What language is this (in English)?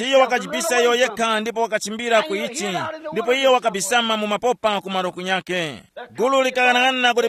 Tumbuka